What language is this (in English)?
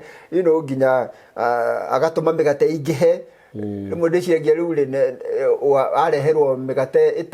Kikuyu